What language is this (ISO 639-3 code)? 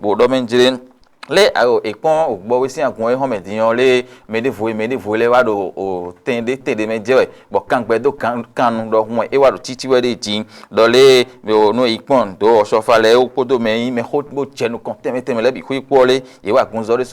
fon